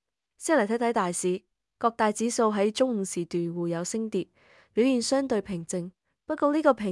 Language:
Cantonese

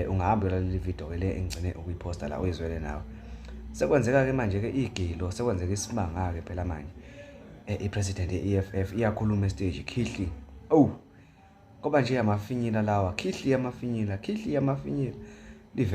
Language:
Zulu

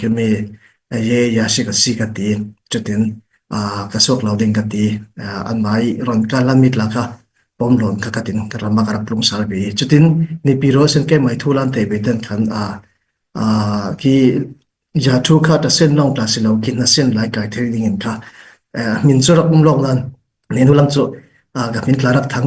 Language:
Falam Chin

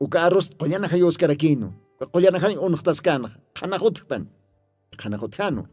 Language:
Aymara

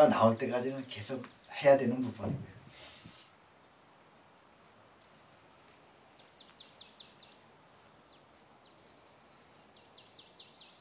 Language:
Korean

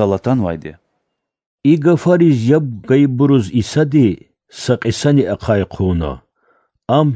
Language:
Lezghian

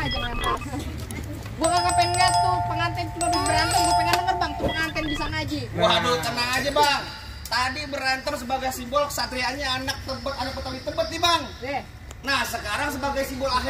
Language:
Betawi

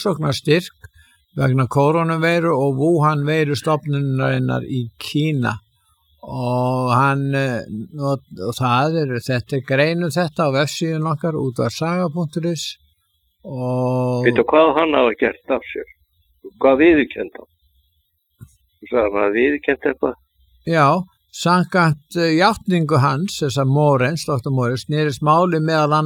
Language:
Icelandic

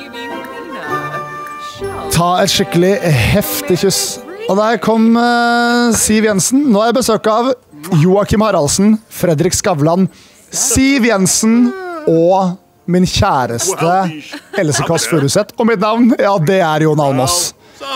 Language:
Norwegian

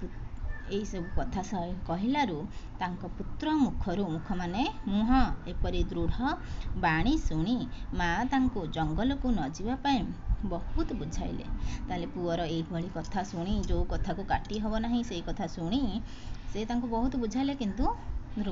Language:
Odia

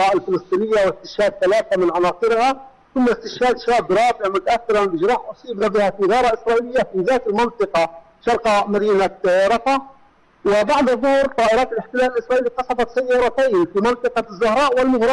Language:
Arabic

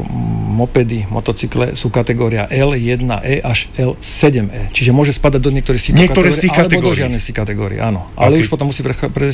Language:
Slovak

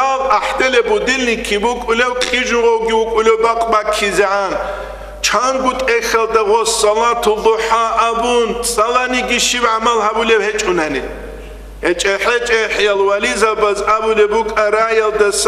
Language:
Avaric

